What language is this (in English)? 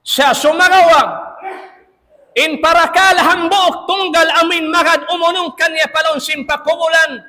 Tausug